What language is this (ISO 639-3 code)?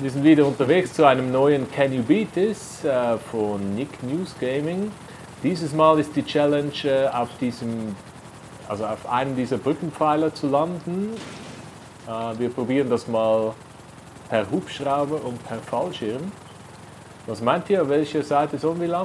gsw